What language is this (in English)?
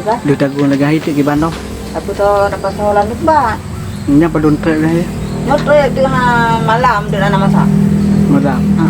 Achinese